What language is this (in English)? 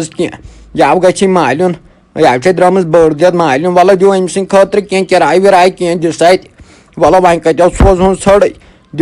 Kashmiri